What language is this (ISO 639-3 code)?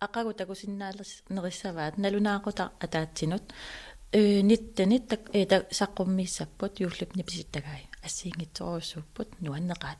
kal